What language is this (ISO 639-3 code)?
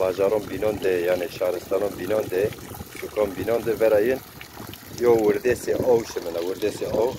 zza